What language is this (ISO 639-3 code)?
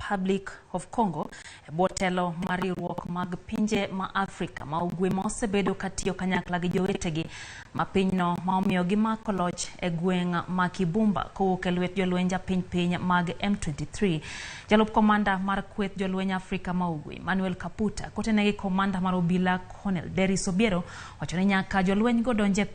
luo